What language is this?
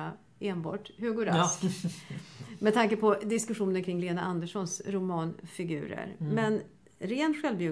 Swedish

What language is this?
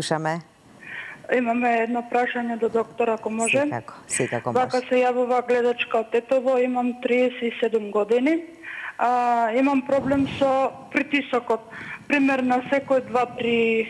Macedonian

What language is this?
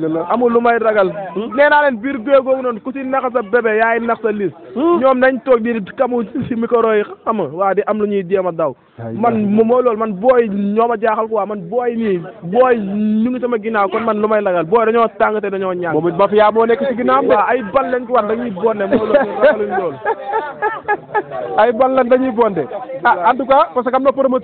Wolof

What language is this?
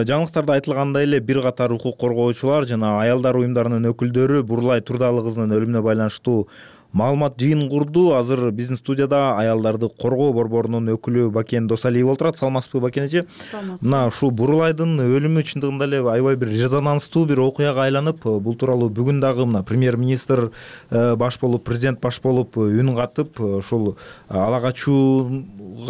Kyrgyz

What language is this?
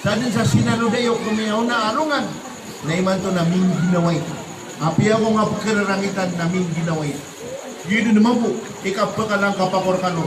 Maranao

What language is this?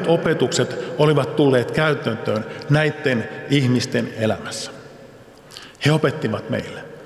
Finnish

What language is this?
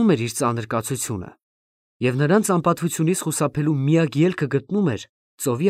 Armenian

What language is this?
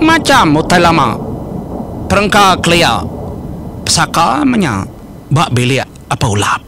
Iban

